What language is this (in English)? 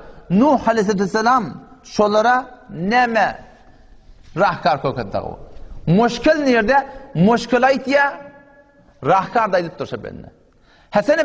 Turkmen